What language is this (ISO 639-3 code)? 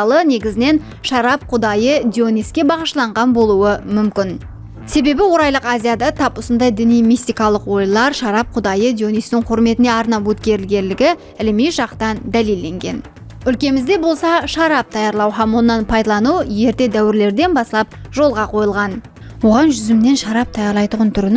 kaa